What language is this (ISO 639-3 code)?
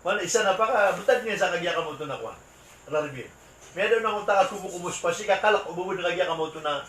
mrw